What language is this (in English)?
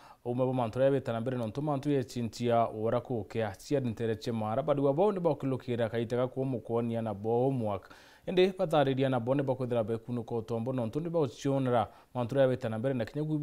Meru